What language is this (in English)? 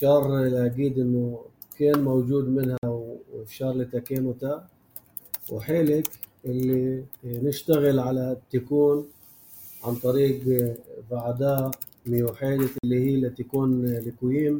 North Levantine Arabic